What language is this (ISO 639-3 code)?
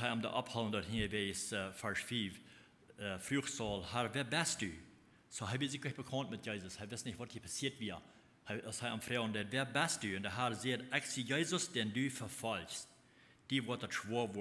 pdt